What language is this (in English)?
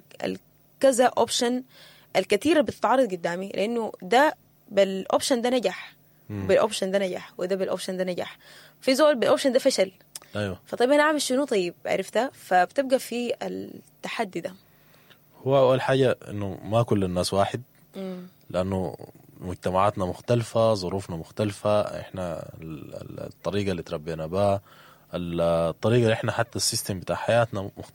Sudanese Arabic